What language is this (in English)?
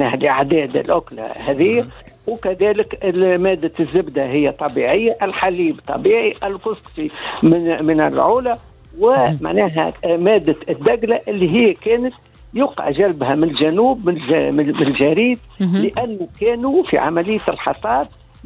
Tunisian Arabic